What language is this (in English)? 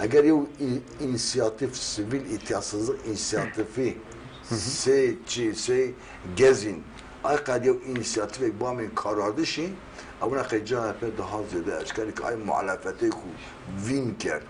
Zaza